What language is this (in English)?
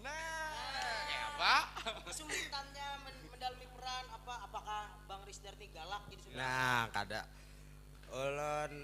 Banjar